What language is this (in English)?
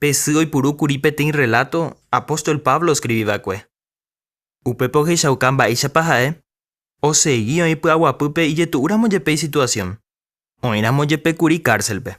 Guarani